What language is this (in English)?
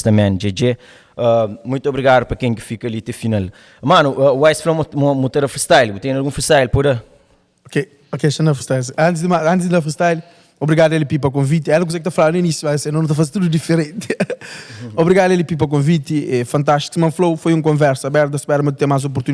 Kabuverdianu